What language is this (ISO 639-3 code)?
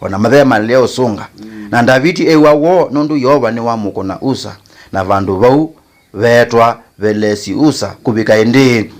kam